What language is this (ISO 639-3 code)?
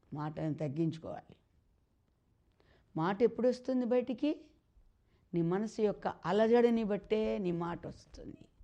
tel